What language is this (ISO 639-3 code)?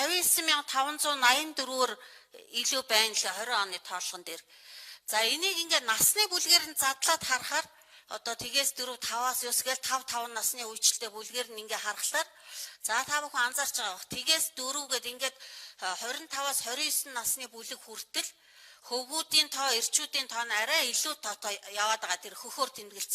mon